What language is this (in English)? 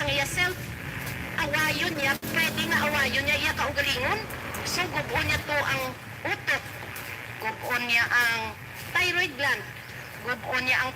Hiligaynon